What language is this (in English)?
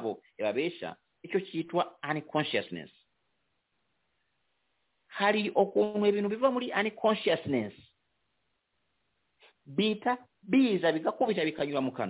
Kinyarwanda